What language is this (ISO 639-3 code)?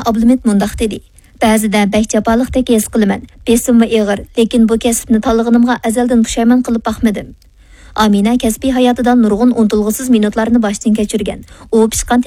uig